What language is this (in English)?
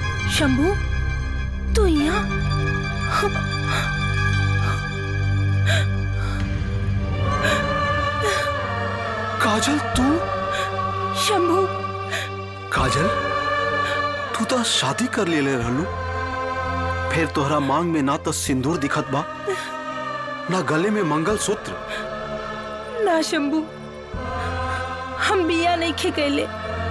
Bhojpuri